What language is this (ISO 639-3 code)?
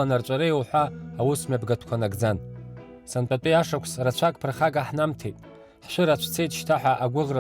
abk